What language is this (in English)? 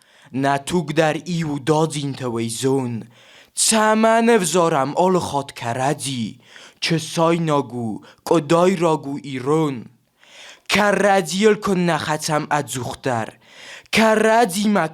Ossetic